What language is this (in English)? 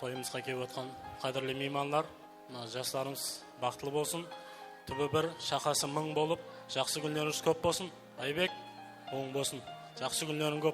Kara-Kalpak